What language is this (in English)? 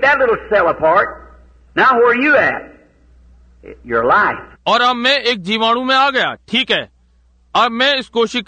Hindi